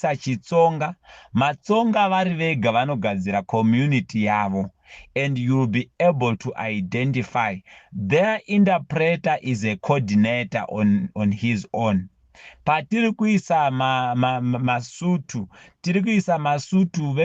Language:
Shona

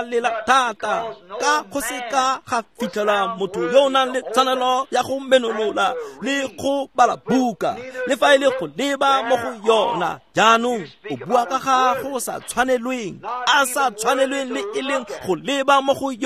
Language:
Tswana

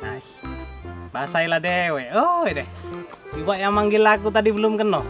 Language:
Musi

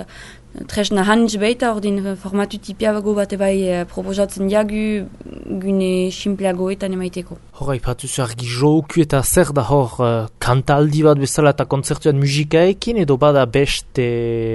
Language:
Basque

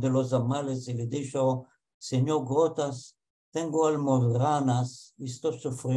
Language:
Ladino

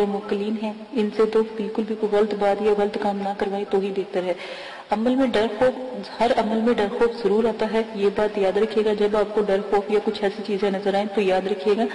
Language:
Urdu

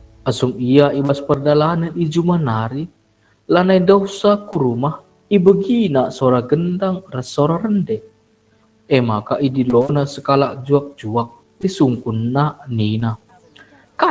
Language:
Batak Karo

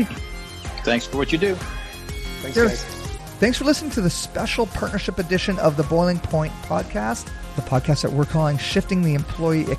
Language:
English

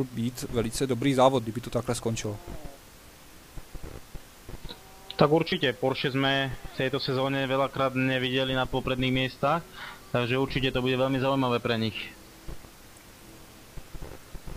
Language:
Czech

